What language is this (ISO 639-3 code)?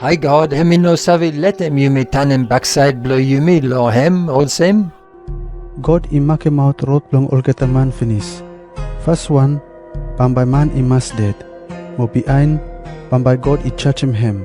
bis